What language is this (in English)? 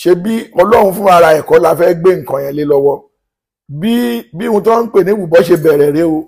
Yoruba